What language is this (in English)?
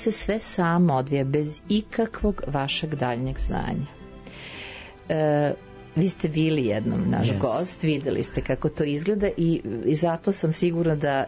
Serbian